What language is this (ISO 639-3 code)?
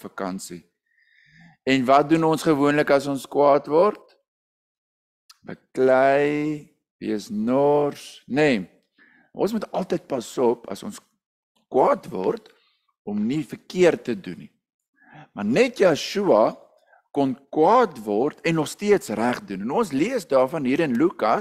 afr